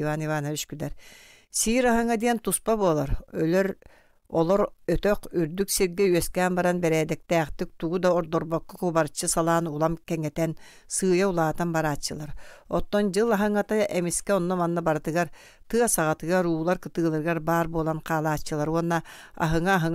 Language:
Yakut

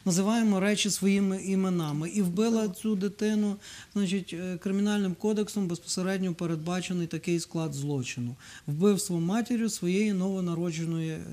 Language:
Ukrainian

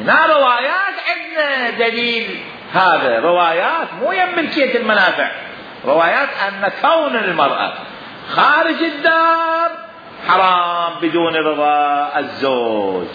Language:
Mesopotamian Arabic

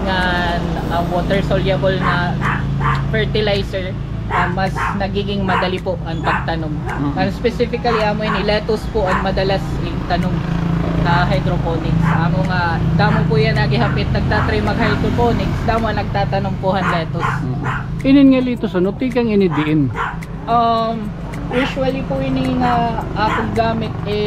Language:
Waray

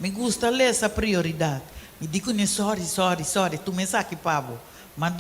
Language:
Papiamento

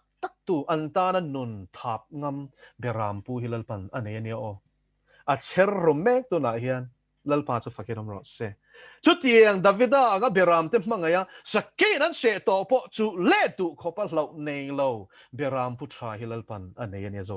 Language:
Mizo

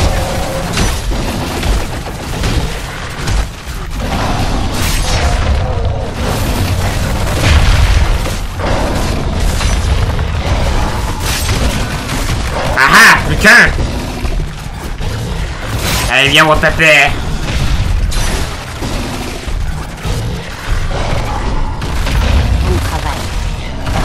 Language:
French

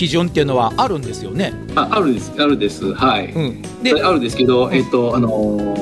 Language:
Japanese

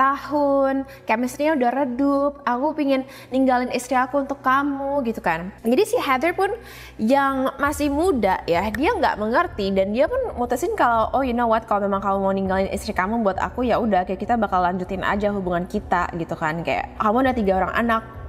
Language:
Indonesian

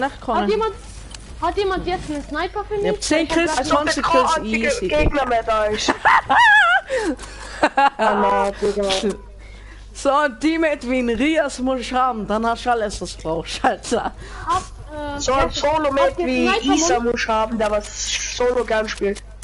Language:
German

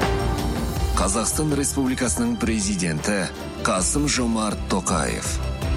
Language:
Kazakh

